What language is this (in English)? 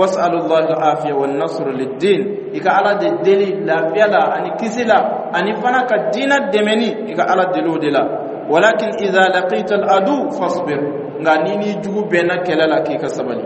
Dyula